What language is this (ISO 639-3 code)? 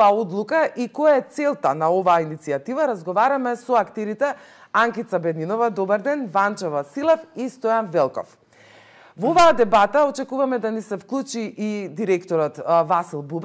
mkd